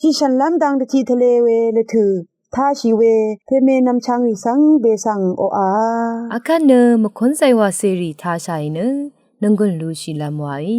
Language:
Rawang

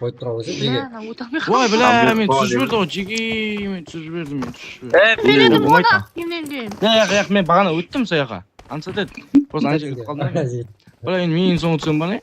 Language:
Kara-Kalpak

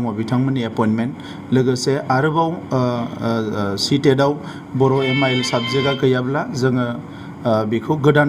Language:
Bodo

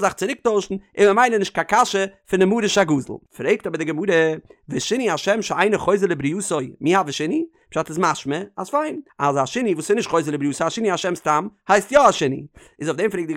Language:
Yiddish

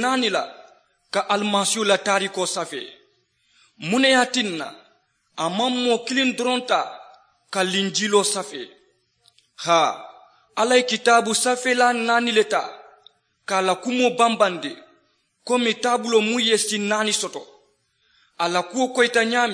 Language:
Mandingo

